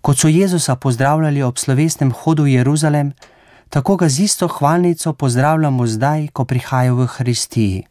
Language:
Slovenian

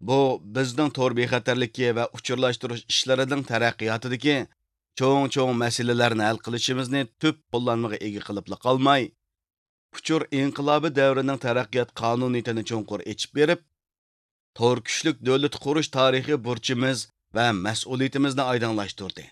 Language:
Uyghur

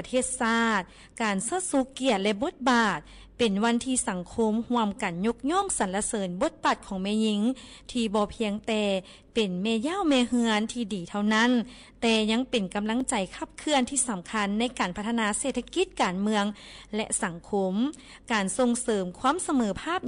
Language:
Lao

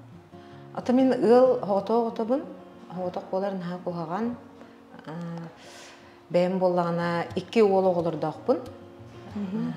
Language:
Yakut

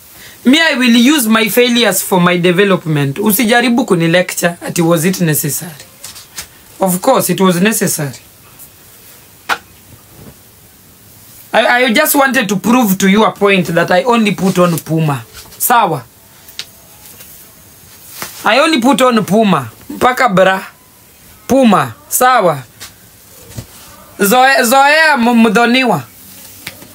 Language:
Swahili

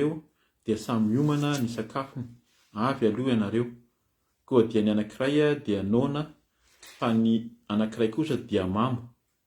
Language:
Malagasy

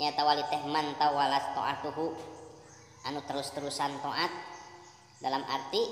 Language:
Sundanese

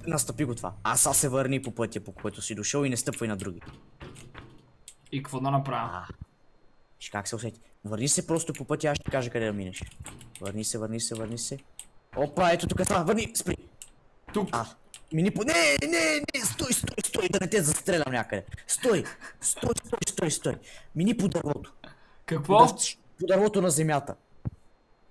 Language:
Bulgarian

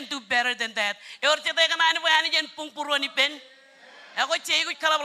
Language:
Marshallese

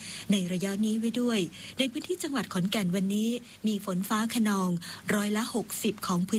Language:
Thai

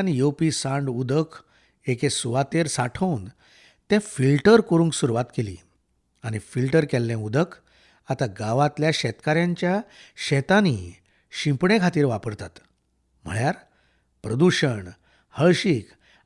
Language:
Konkani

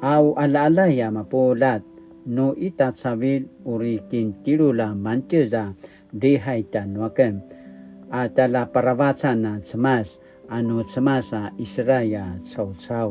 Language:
Paiwan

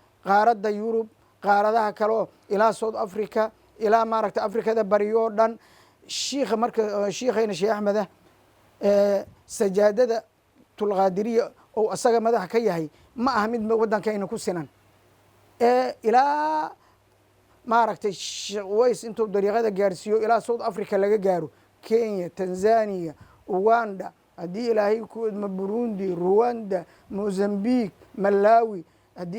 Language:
Somali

